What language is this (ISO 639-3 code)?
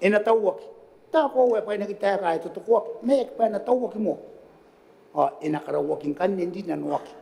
gil